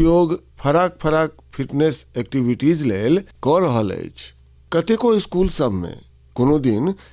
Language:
Maithili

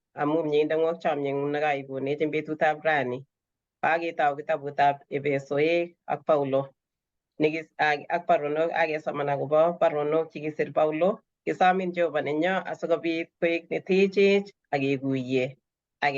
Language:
Kalenjin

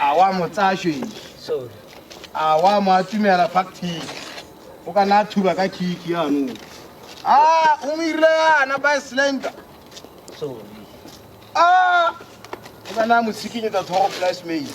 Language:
Tswana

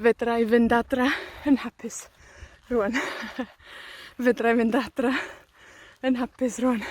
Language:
Welsh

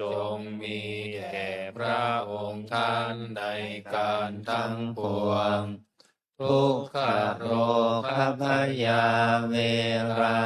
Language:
Pali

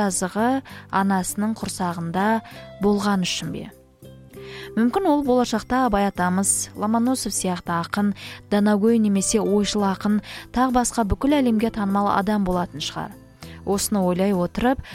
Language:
Kazakh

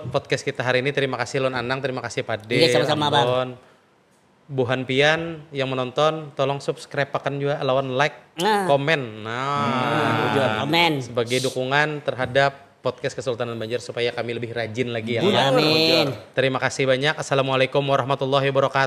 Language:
Banjar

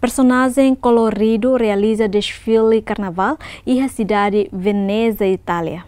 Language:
Tetum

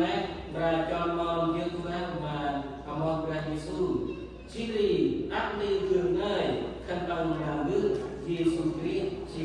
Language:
Central Mnong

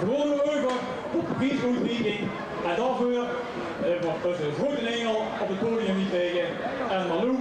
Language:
Limburgish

